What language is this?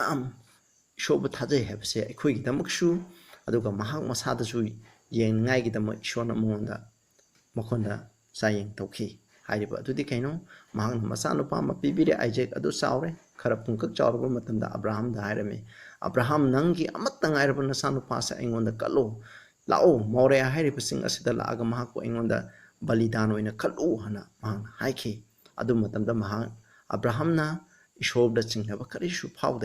Manipuri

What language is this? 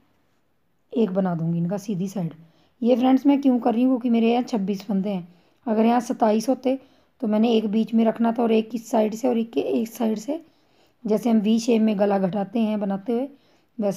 Hindi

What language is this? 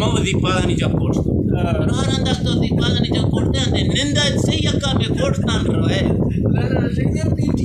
Eastern Balochi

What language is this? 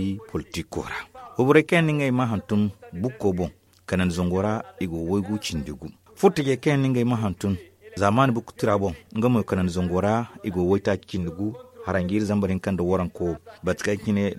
Zarma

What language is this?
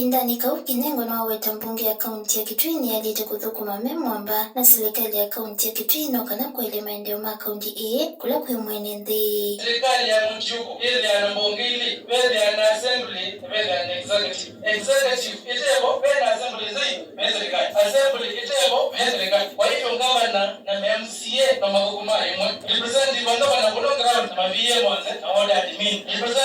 Kamba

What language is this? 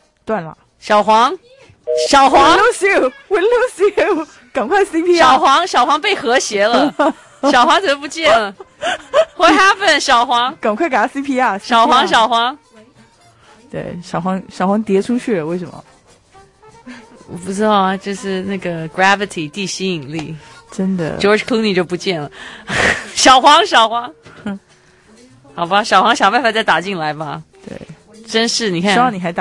Chinese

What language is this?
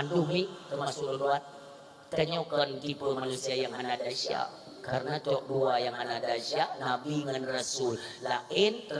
Achinese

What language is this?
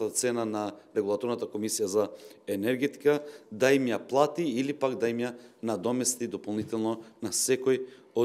Macedonian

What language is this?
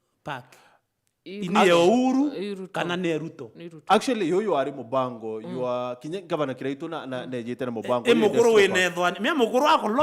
Meru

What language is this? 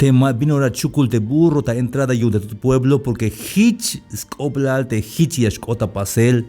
Tzeltal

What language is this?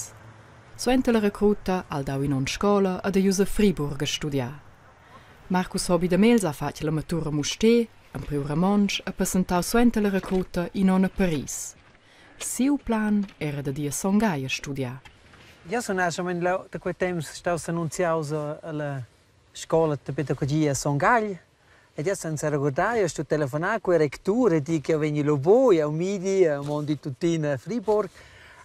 Romansh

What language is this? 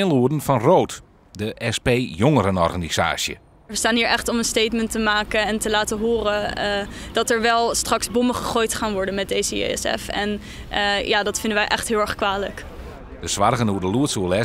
Western Frisian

